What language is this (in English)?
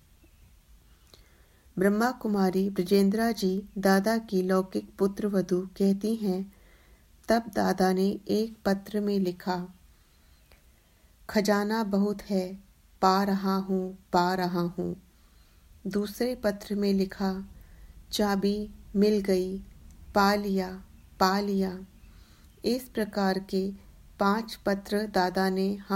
Hindi